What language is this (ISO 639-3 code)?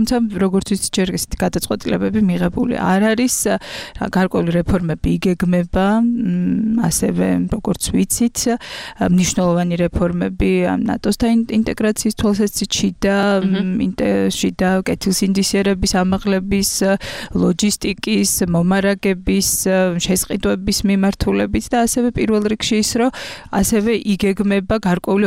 kat